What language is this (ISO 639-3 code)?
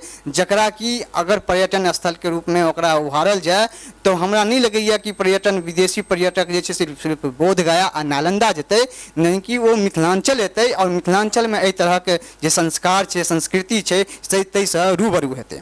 mai